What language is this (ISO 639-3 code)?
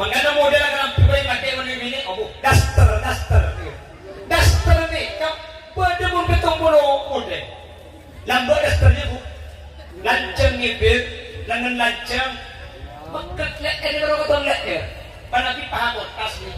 mad